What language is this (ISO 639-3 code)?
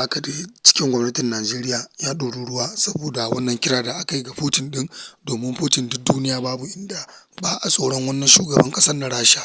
hau